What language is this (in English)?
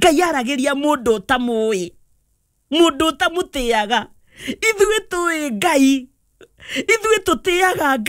Kikuyu